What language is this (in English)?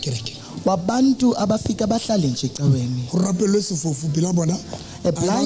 Southern Sotho